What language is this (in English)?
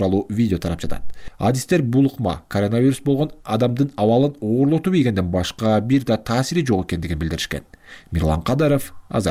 Kyrgyz